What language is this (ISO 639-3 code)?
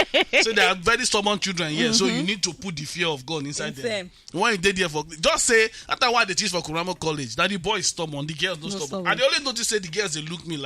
pcm